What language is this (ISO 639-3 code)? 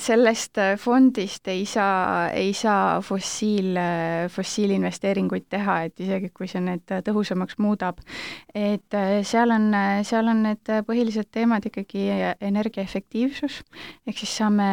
est